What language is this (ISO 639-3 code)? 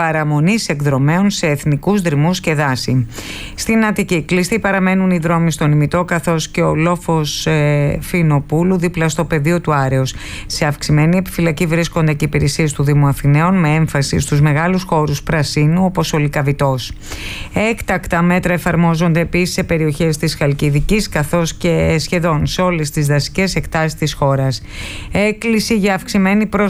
ell